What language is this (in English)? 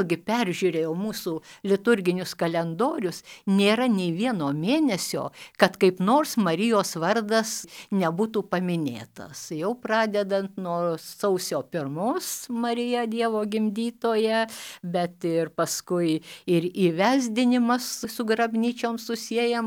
Lithuanian